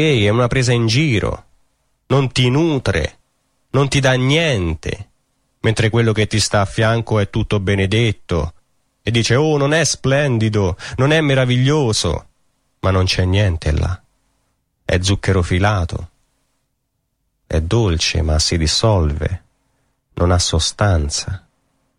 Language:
Italian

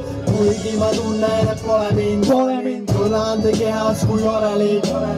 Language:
Estonian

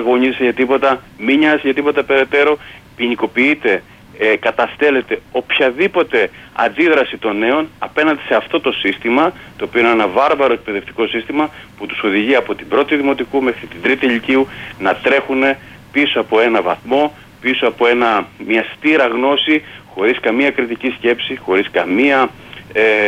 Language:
Greek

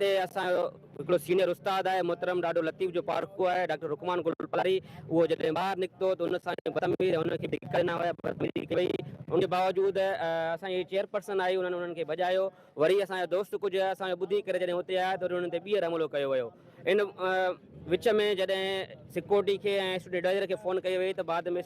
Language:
Sindhi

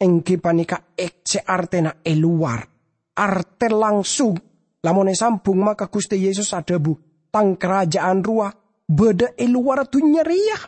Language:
Madurese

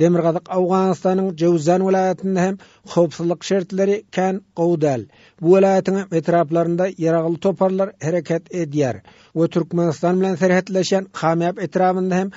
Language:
Turkmen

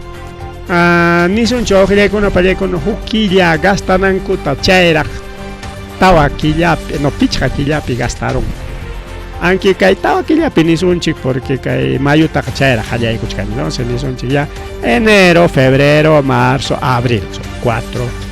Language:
Ayacucho Quechua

